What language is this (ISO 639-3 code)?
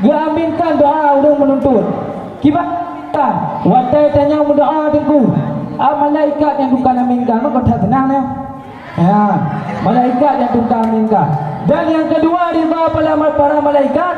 ace